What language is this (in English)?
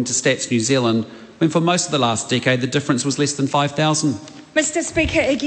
English